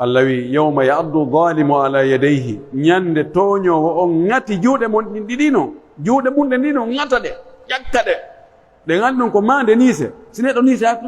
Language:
Pular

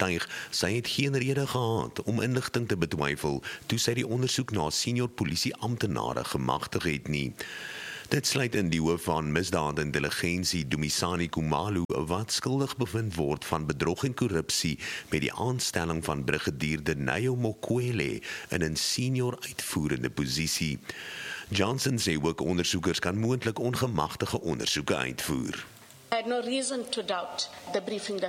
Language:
Afrikaans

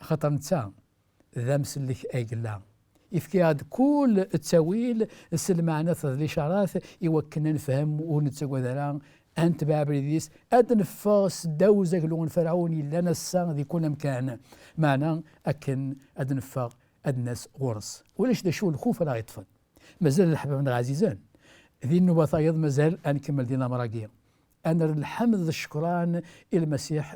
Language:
Kabyle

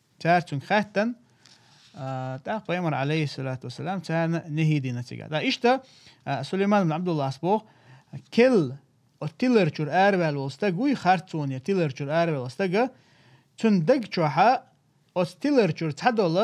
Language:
Chechen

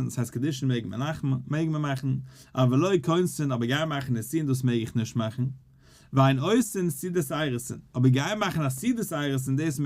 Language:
Yiddish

